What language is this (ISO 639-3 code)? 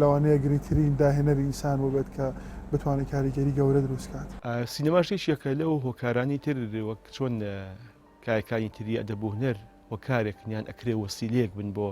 ckb